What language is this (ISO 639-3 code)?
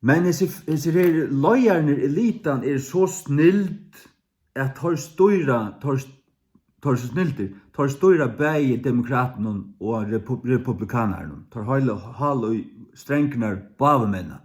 fao